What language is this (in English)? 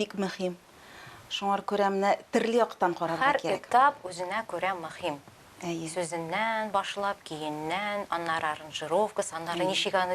Tatar